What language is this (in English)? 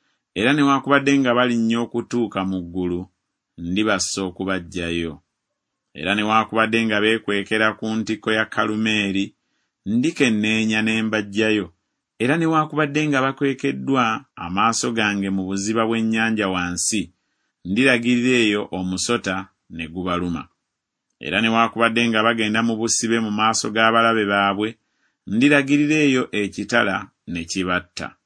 Ganda